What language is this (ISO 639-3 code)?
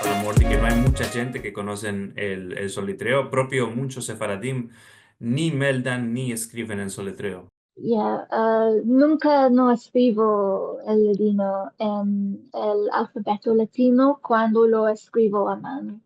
lad